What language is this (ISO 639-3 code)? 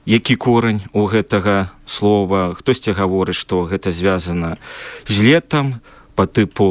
bel